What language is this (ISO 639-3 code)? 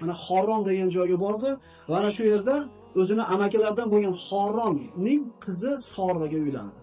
uzb